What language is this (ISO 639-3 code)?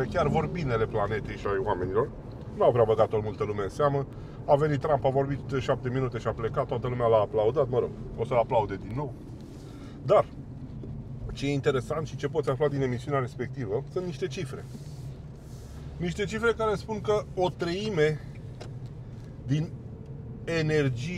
ron